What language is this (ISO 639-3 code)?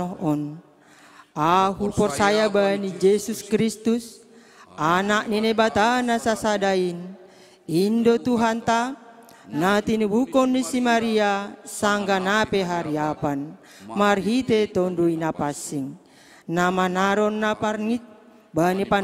bts